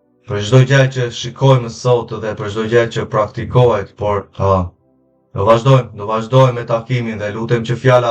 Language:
Albanian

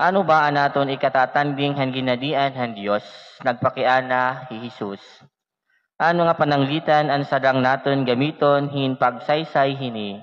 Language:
Waray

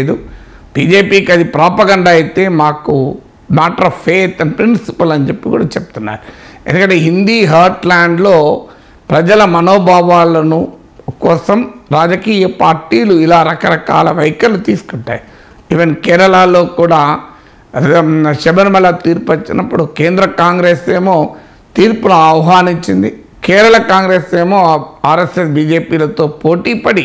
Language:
Telugu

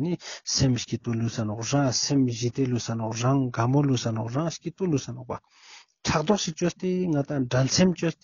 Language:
Ladakhi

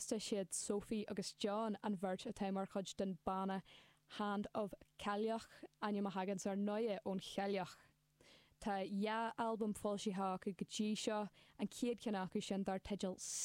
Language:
Irish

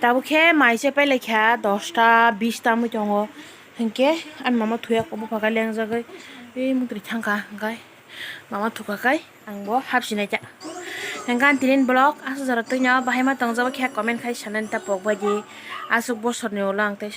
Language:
Kok Borok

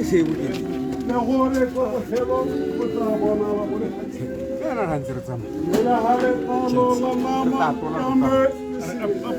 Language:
Tswana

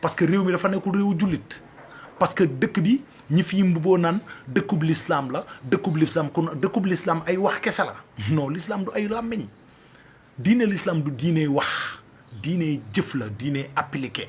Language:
Wolof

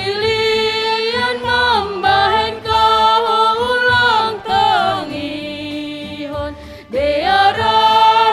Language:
Batak Simalungun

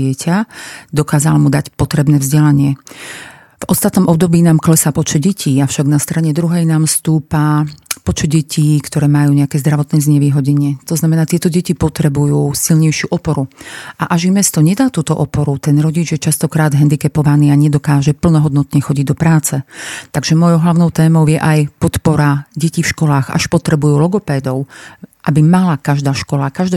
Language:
Slovak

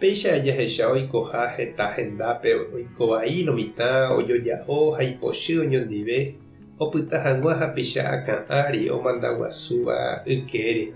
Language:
Guarani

